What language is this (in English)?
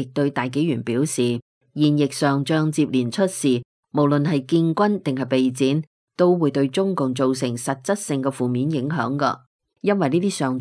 Cantonese